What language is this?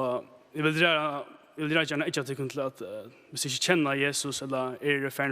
Faroese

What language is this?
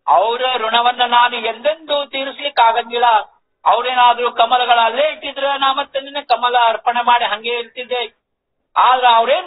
Kannada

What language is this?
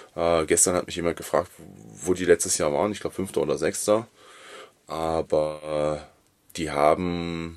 German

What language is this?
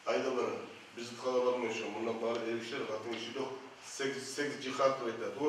Kumyk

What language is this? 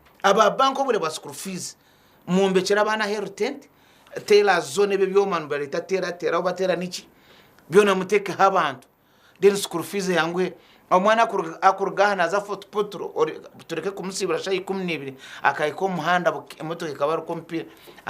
Nyankole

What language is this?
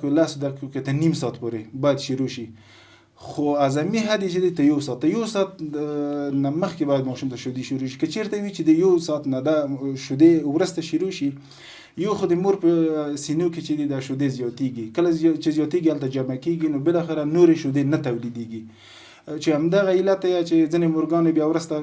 Pashto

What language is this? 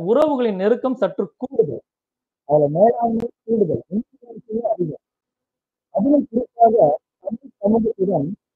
Tamil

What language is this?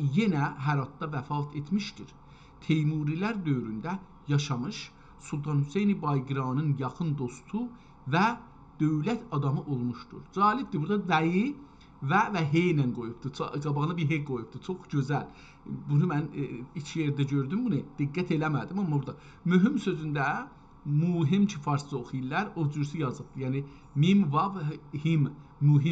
South Azerbaijani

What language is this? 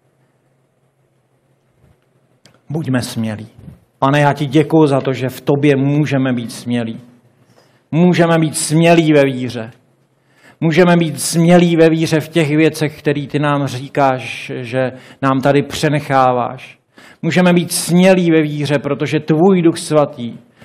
Czech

